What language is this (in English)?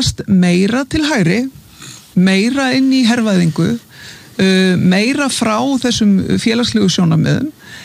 Icelandic